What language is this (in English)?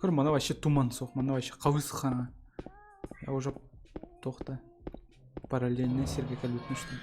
Yakut